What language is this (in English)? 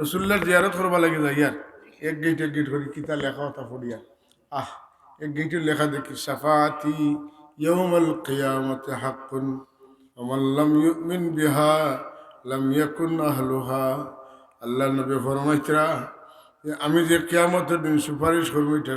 Sylheti